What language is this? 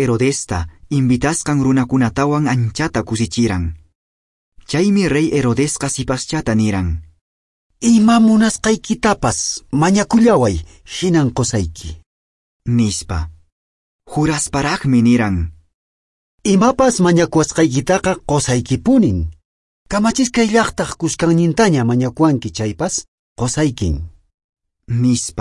Quechua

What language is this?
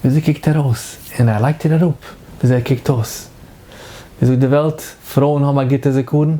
Yiddish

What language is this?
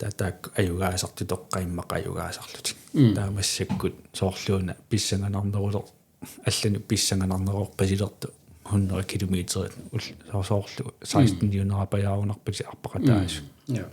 Kalaallisut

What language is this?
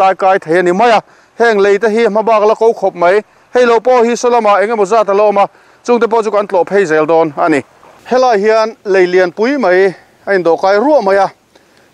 Mizo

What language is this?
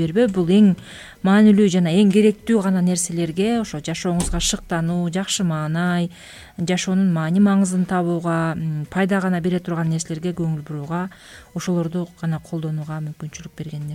Kyrgyz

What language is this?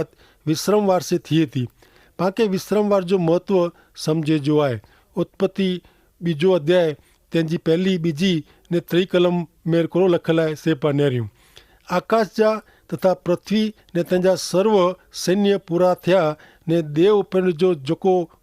Kachhi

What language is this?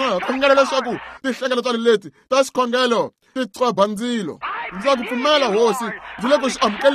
Tsonga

